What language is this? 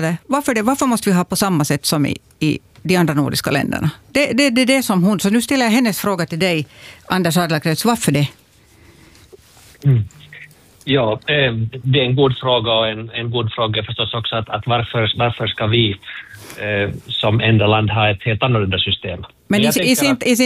Swedish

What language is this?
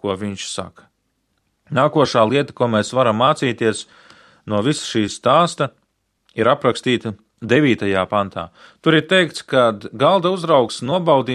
Latvian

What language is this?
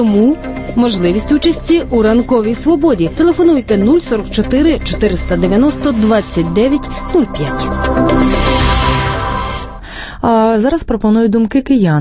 Ukrainian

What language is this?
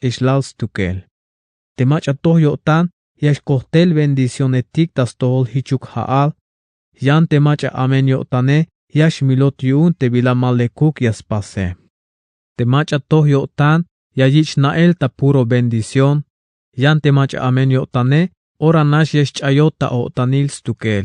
Tzeltal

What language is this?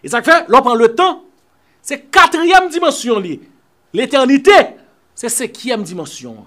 Haitian Creole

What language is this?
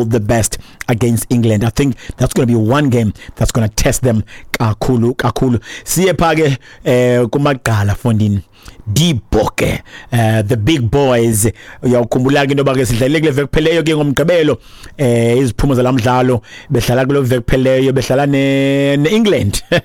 Xhosa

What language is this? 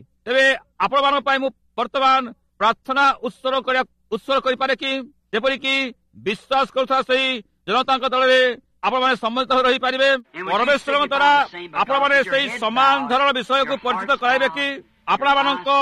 Odia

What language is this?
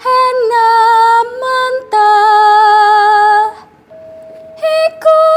Javanese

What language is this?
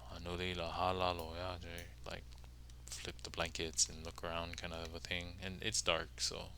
Hawaiian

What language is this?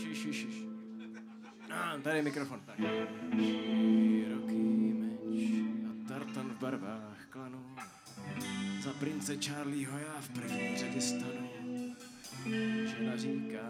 Czech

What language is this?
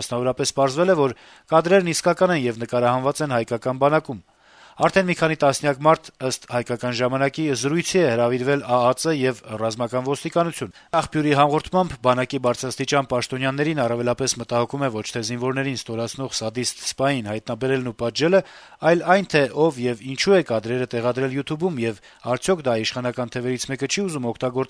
Armenian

